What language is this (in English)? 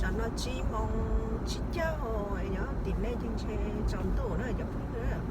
Hmong